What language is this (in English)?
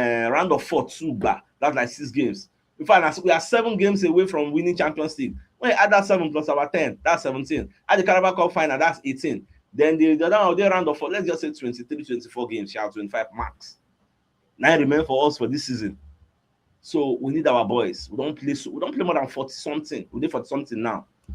Nigerian Pidgin